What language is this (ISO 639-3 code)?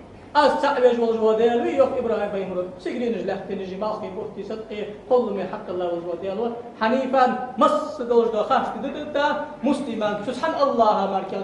inh